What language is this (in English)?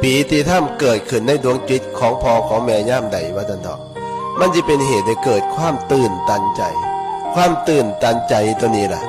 Northeastern Thai